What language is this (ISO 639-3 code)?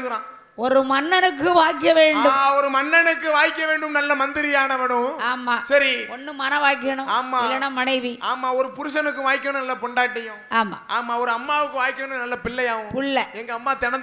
tam